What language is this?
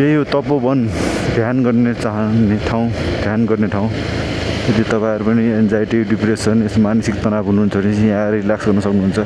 Nepali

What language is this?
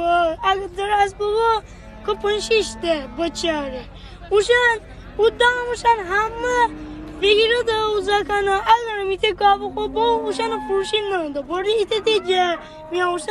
Gilaki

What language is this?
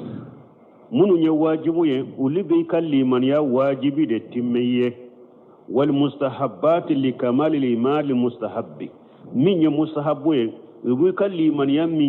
Bambara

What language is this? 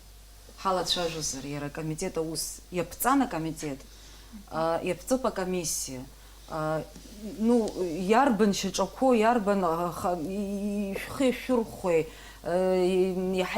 Abkhazian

